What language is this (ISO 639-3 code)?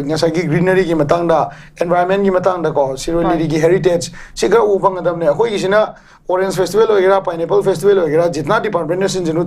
mni